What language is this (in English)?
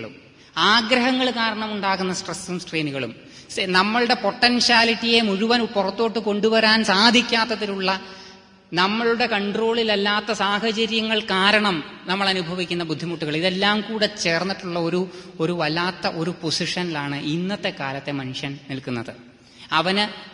Malayalam